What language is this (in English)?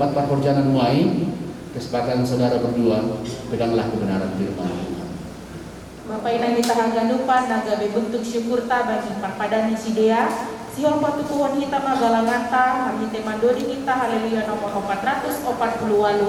Batak Simalungun